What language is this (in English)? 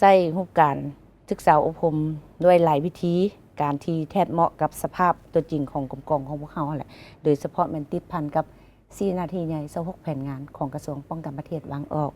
Lao